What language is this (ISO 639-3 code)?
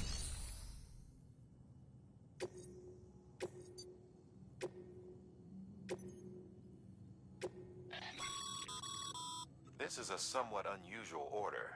eng